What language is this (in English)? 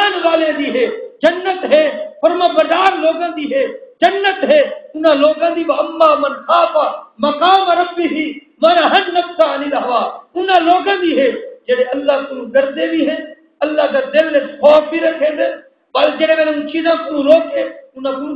Saraiki